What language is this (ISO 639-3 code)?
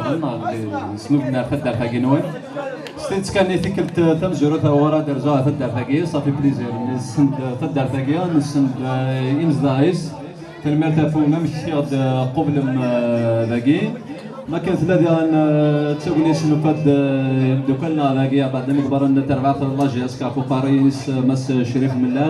kab